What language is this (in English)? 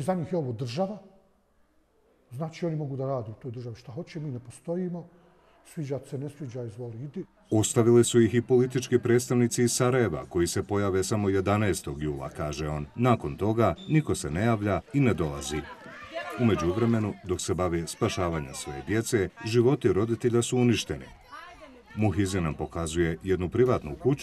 Bosnian